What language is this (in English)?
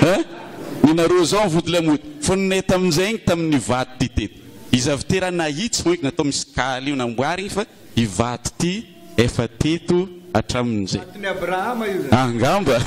Malagasy